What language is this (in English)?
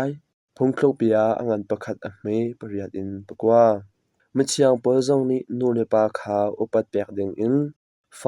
Hakha Chin